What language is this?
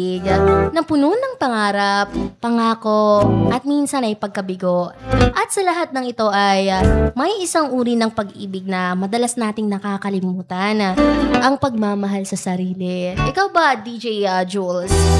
Filipino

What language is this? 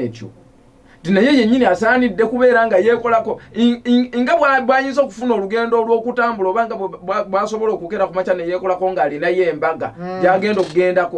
Ganda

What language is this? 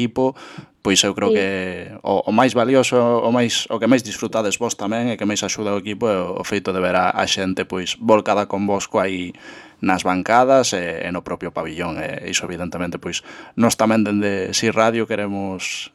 Galician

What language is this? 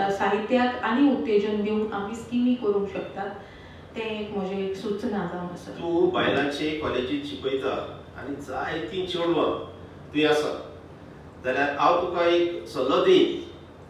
Konkani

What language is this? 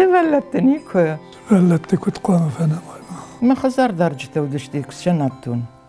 Ossetic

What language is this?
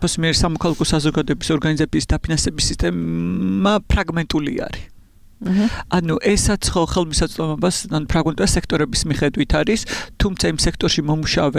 Georgian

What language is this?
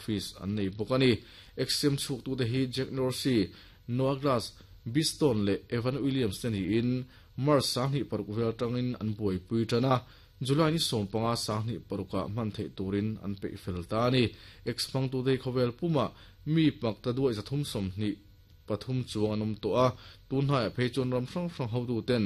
Mizo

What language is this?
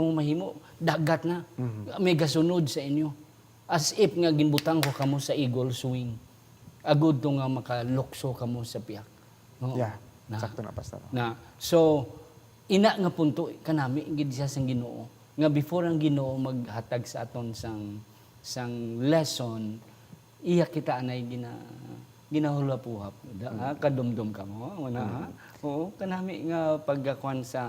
Hiligaynon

